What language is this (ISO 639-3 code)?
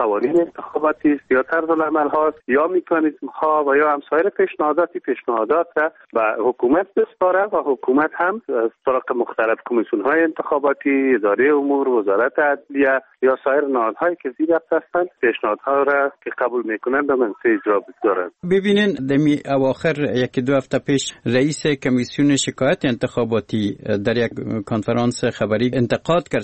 fas